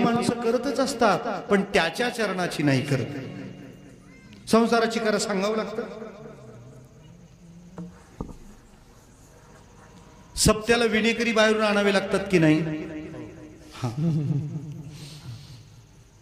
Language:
Marathi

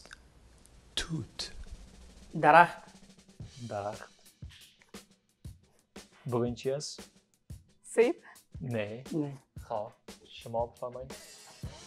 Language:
Persian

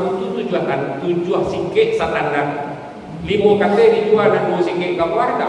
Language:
Minangkabau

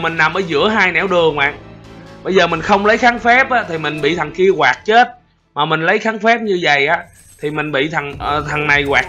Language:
Vietnamese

